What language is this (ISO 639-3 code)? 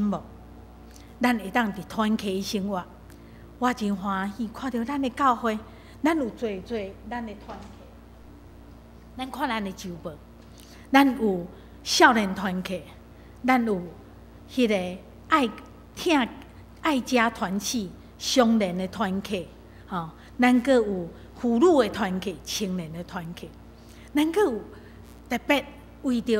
nan